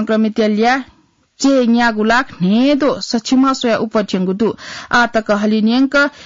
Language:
Newari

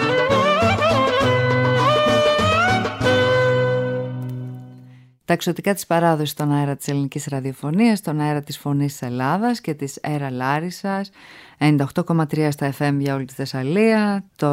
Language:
Greek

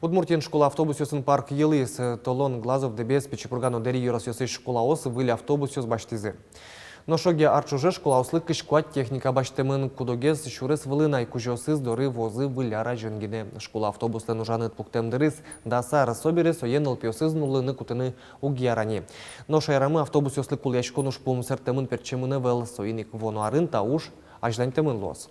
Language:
Udmurt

